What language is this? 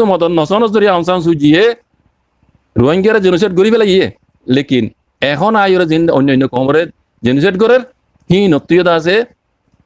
Rohingya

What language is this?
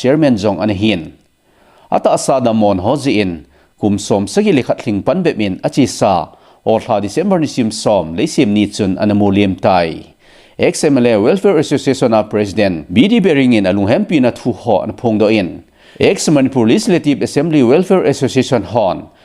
Thado Chin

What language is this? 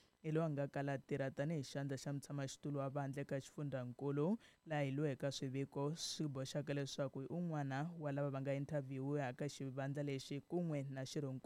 Tsonga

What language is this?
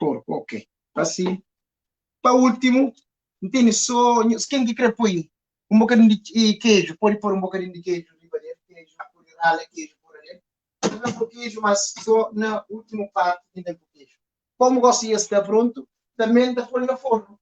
Kabuverdianu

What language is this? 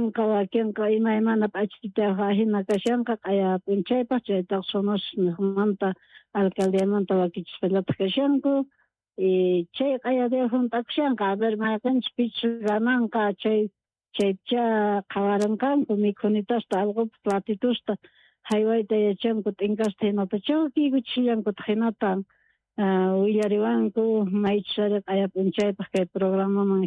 South Bolivian Quechua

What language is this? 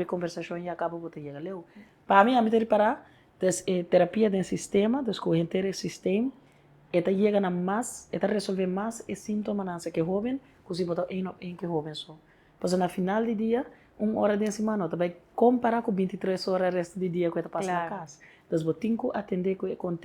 Papiamento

